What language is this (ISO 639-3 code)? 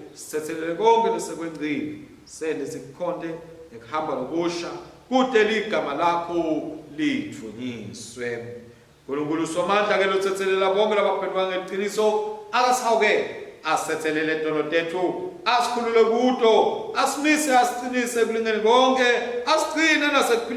ssw